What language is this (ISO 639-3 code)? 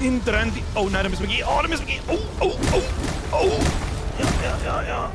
bar